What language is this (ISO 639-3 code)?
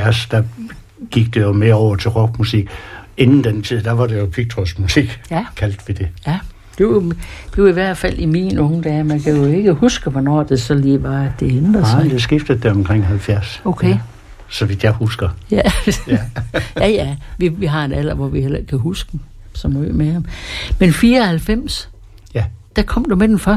dan